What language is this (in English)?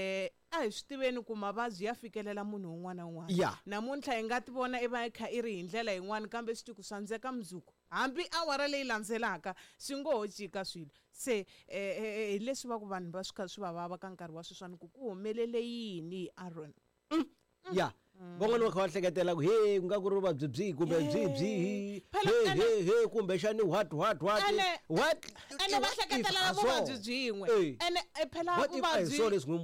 Tsonga